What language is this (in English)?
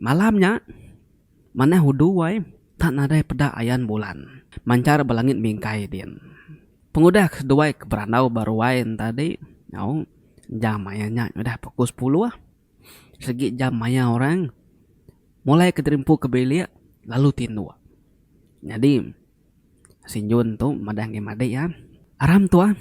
Iban